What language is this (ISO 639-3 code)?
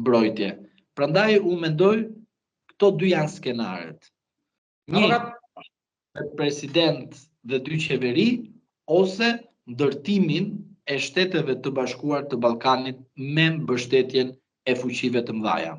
sqi